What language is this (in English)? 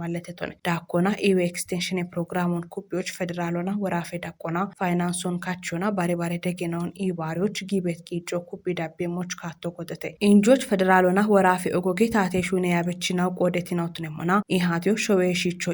Kafa